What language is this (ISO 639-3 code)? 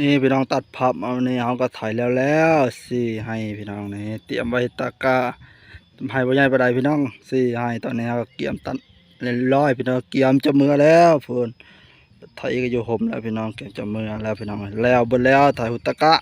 tts